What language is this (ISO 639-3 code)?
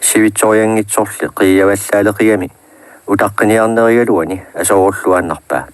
kal